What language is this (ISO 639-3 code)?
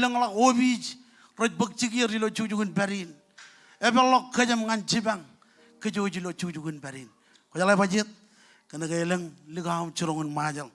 mah